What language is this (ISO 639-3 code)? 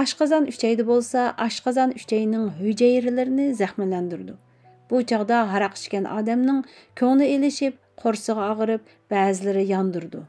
uig